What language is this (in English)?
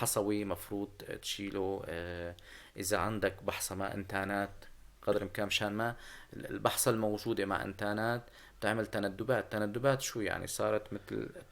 North Levantine Arabic